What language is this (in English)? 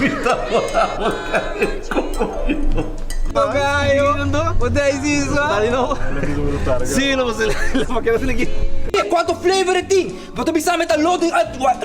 Papiamento